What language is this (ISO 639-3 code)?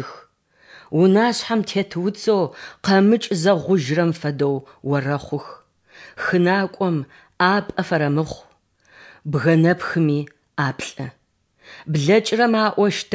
ady